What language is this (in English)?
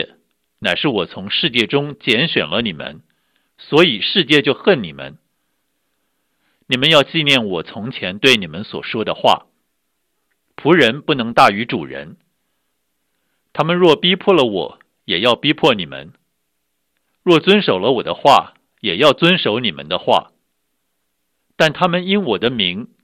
Chinese